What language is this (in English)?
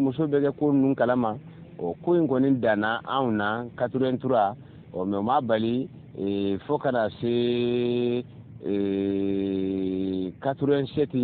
Bambara